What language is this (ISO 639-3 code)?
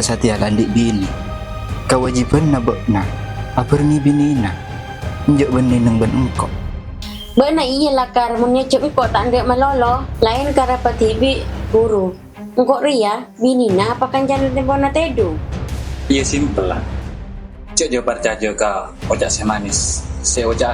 mad